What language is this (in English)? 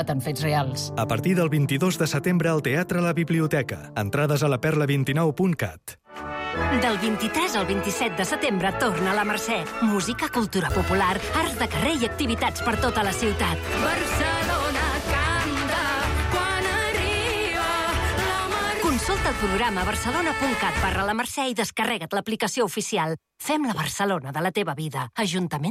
Catalan